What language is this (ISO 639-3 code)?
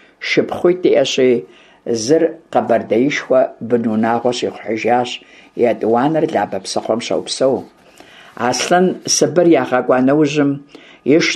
kbd